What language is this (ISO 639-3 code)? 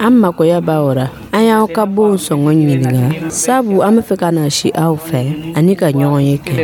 dyu